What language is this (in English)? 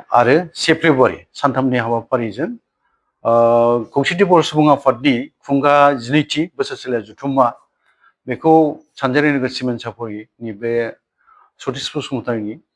Bodo